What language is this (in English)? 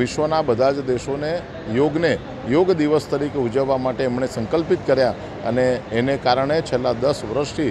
Gujarati